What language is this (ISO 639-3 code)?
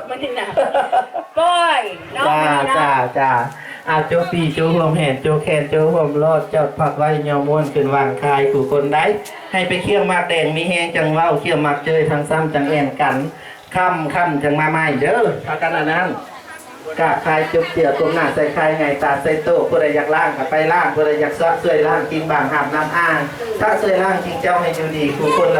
tts